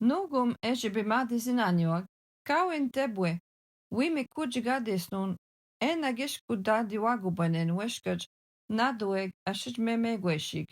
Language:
Algonquin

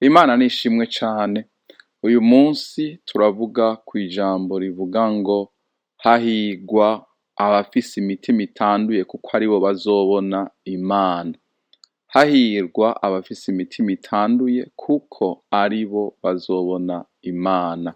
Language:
Rundi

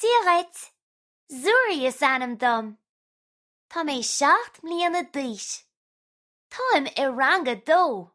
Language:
Irish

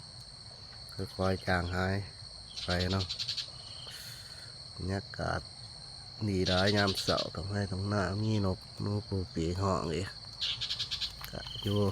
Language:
Lao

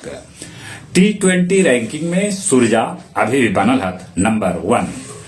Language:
Magahi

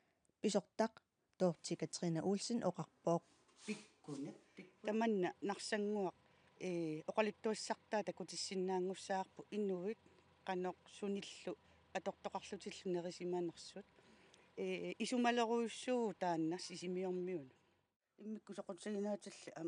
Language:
Kalaallisut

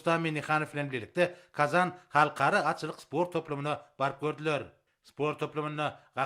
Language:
Turkmen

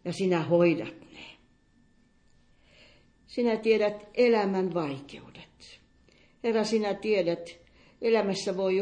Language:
Finnish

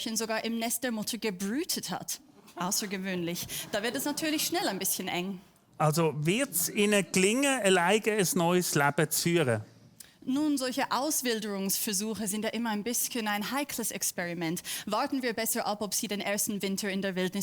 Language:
Swiss German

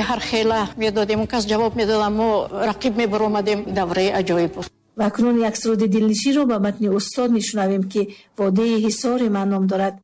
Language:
Tajik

